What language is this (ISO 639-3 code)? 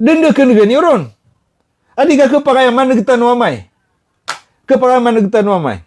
mrw